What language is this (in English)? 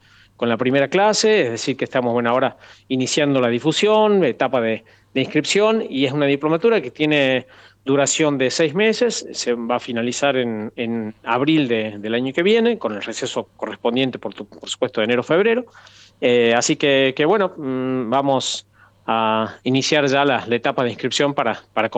Spanish